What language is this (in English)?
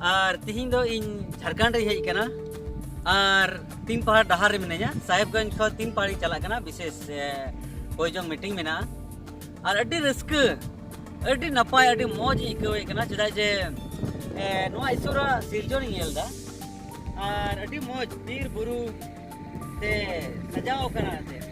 Santali